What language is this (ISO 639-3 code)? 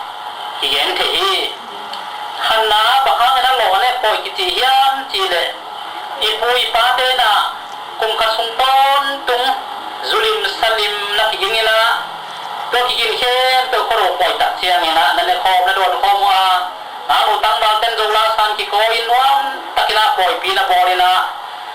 ctd